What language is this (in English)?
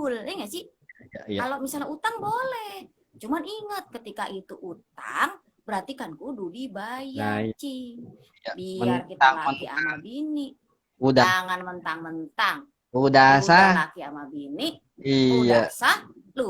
Betawi